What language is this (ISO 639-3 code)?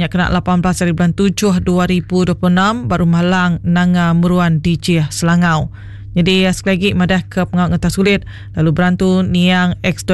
iba